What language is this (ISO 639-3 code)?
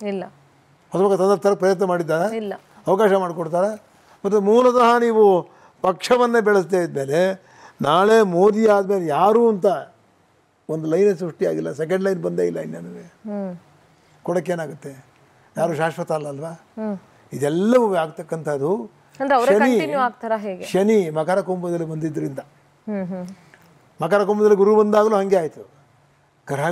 kan